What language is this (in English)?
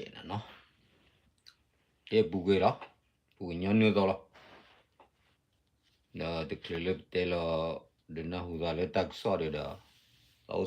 S'gaw Karen